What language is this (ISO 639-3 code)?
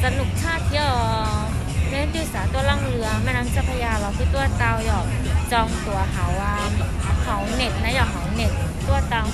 hmn